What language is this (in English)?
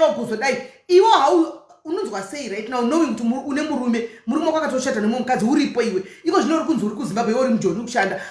Shona